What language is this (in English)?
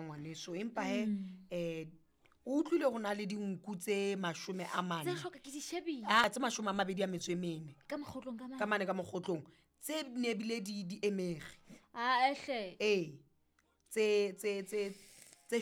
Southern Sotho